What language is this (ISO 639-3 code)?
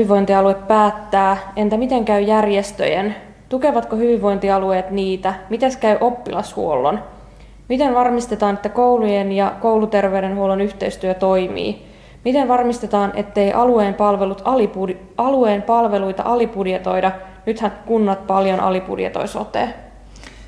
fin